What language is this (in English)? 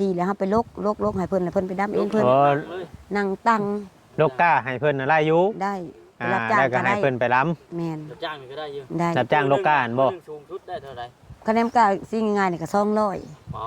Northeastern Thai